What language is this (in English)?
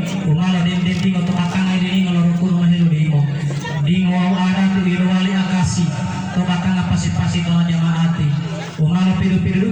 Gorontalo